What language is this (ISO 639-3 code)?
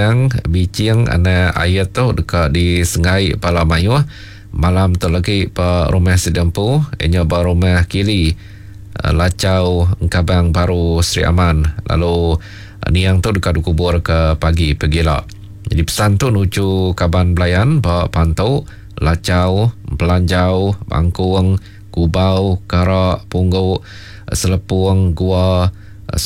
iba